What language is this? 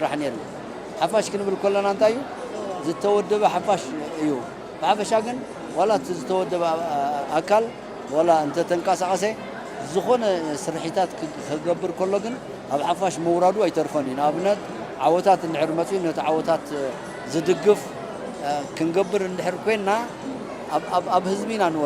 Tigrinya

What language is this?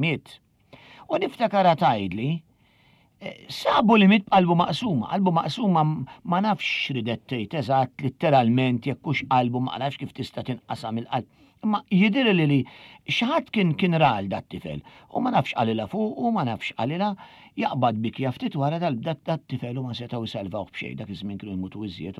Maltese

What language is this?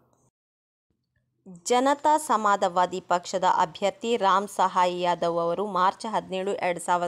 Kannada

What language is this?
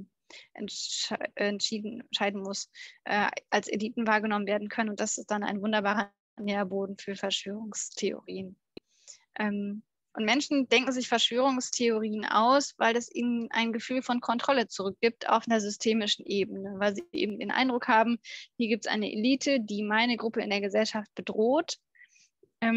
German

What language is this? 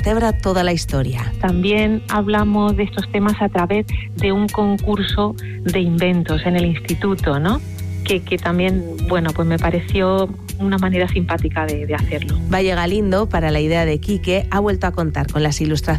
Spanish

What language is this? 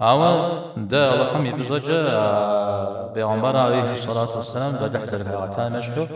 Kabardian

